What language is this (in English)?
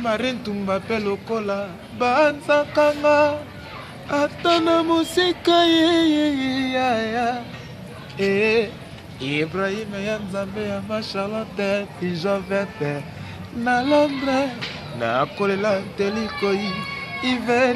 Lingala